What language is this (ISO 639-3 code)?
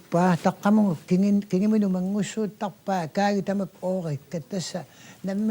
kal